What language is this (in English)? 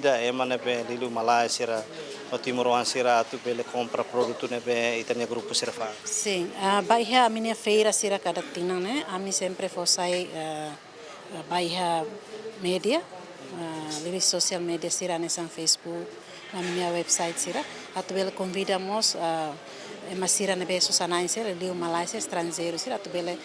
Tetum